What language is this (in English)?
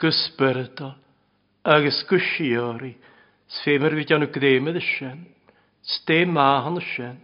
Welsh